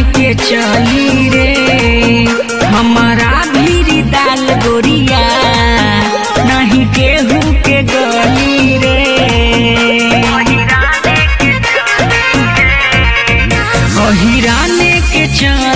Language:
Bhojpuri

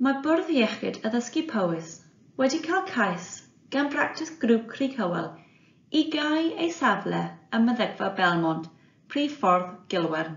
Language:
Welsh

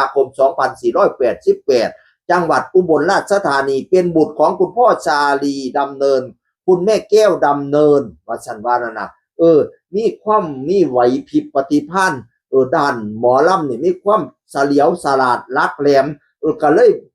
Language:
Northeastern Thai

